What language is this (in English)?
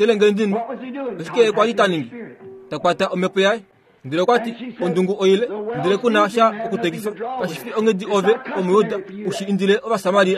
Kuanyama